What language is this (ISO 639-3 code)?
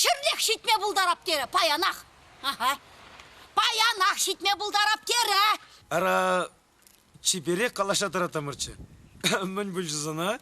chv